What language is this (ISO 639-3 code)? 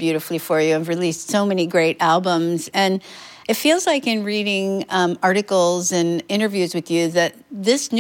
eng